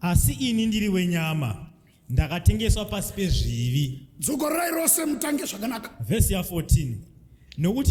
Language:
Shona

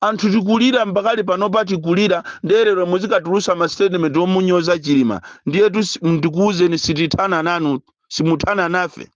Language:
Nyanja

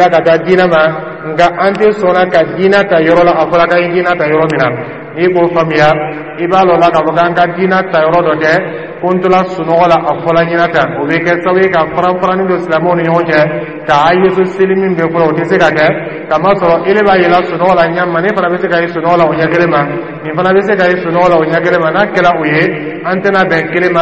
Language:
Dyula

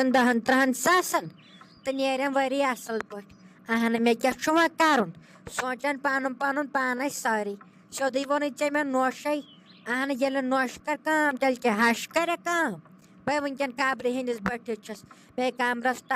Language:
Kashmiri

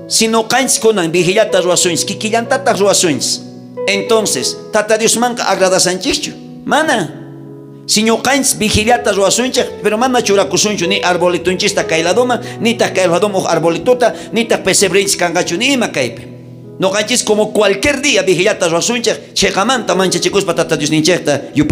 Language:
South Bolivian Quechua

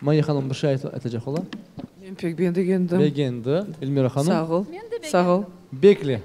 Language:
Crimean Tatar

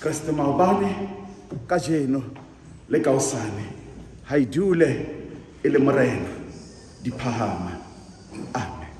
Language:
Southern Sotho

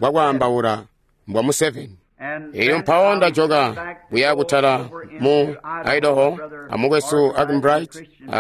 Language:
Tonga (Zambia)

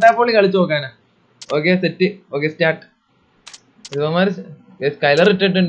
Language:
Malayalam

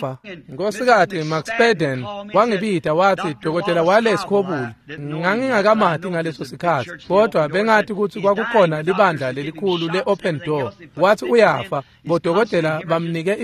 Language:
Swati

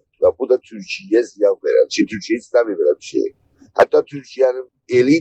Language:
South Azerbaijani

